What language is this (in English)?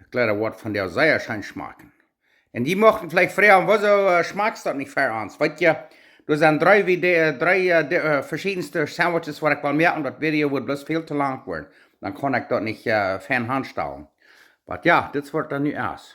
Plautdietsch